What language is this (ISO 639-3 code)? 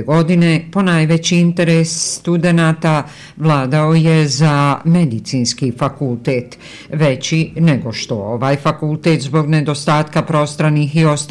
bos